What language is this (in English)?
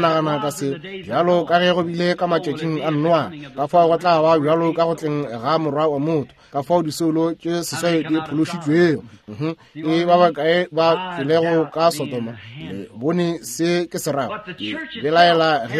Northern Sotho